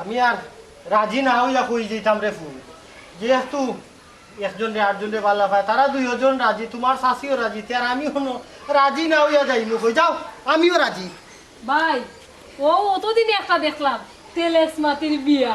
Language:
Sylheti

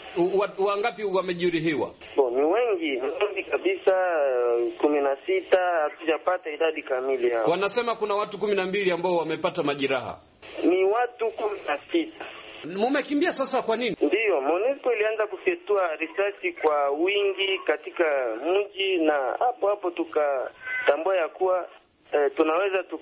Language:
Swahili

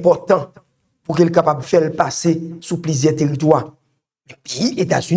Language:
Haitian Creole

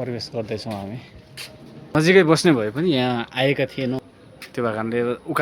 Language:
Nepali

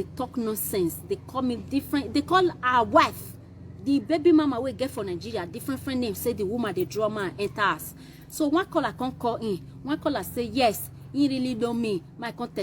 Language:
Nigerian Pidgin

